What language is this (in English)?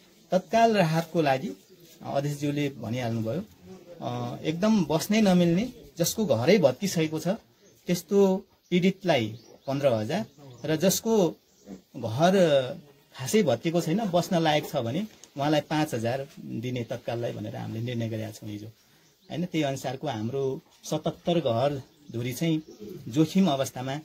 Nepali